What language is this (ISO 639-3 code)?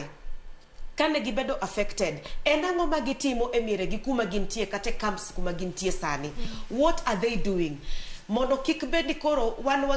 luo